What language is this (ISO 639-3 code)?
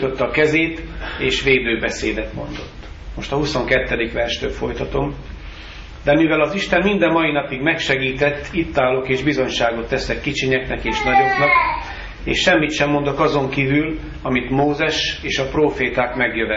hun